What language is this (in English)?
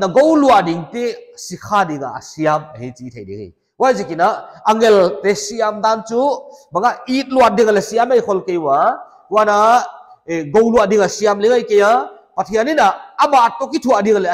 Paite Chin